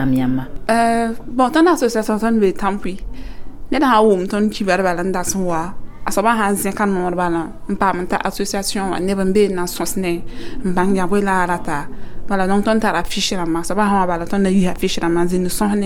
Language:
Mossi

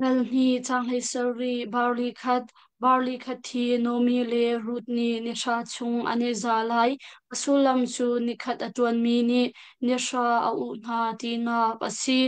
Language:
Hakha Chin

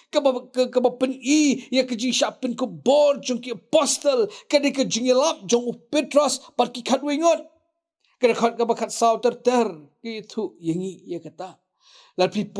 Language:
Khasi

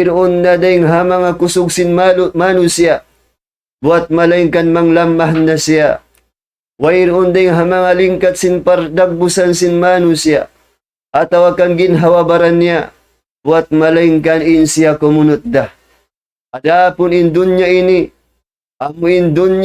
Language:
Tausug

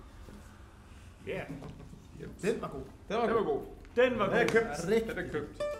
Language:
Danish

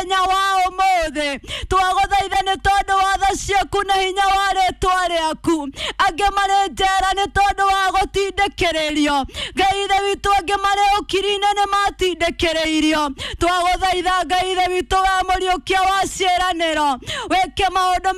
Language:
Kikuyu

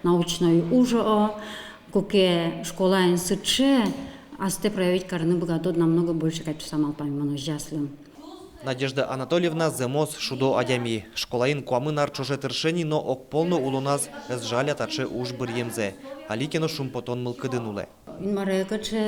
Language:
Udmurt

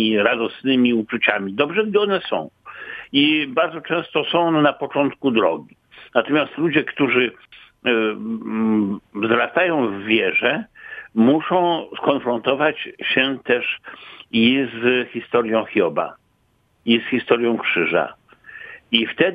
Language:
Polish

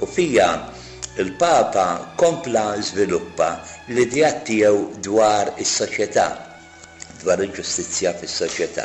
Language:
Maltese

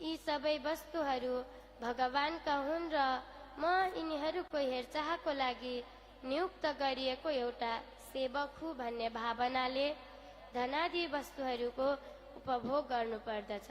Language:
Nepali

